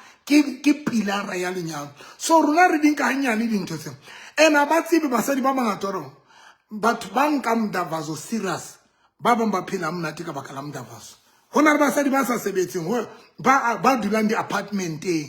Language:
Southern Sotho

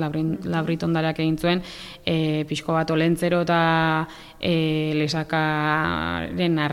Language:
Basque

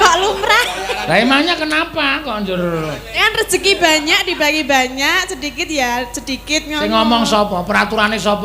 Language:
Javanese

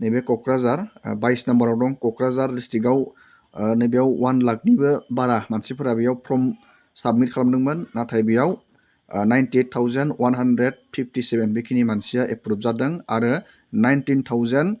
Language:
Bodo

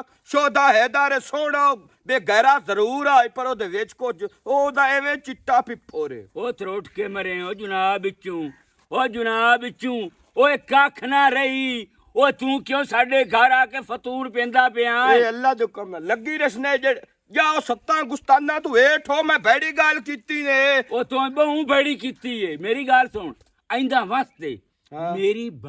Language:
Western Panjabi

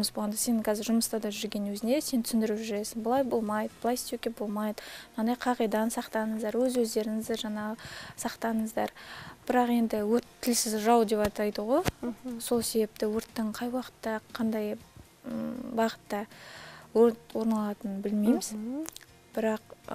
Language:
Kazakh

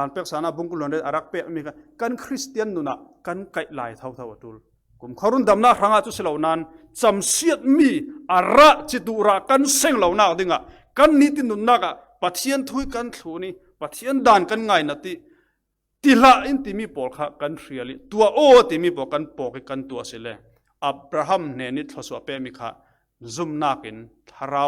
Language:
Falam Chin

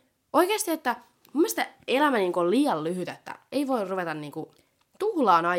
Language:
Finnish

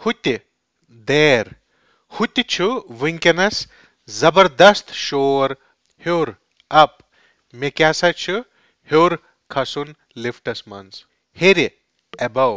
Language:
Kashmiri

